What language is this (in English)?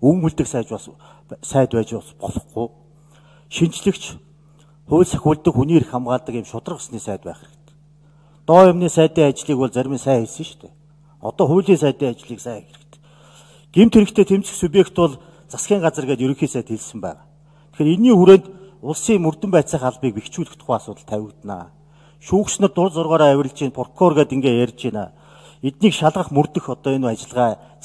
Mongolian